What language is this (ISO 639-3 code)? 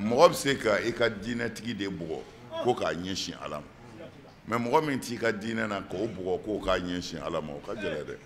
bam